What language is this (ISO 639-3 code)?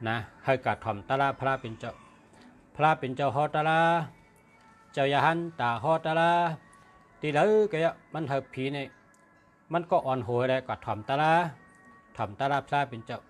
shn